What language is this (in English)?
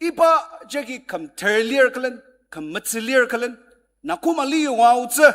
Ao Naga